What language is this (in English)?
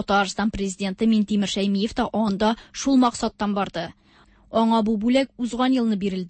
Tatar